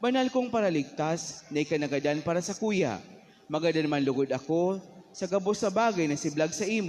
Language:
Bikol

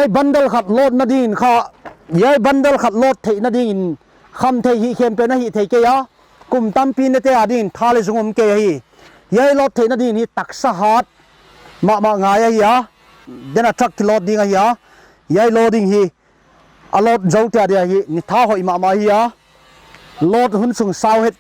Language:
Paite Chin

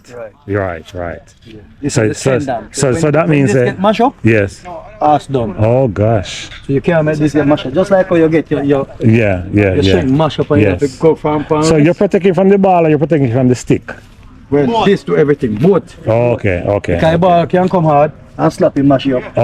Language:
Jamaican Creole English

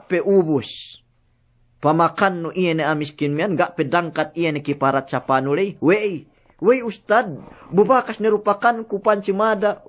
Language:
Yakan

